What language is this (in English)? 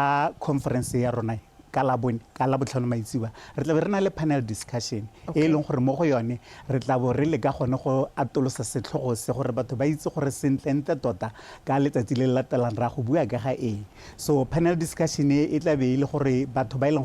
Tswana